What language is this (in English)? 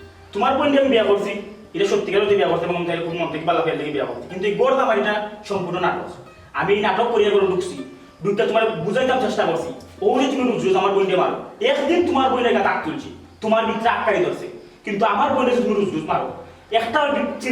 Sylheti